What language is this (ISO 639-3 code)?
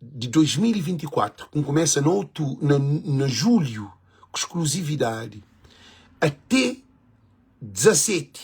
kea